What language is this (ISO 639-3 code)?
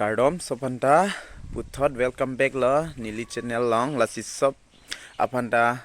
mjw